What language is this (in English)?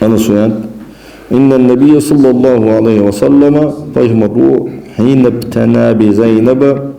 Ingush